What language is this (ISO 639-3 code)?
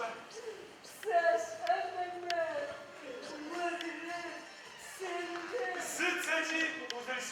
ady